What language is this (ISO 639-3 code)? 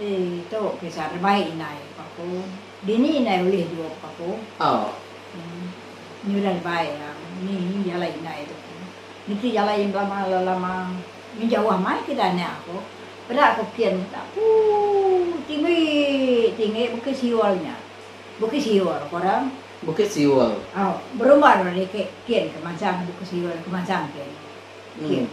iba